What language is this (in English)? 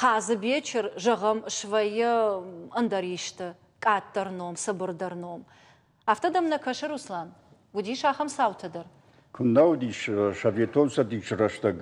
Ossetic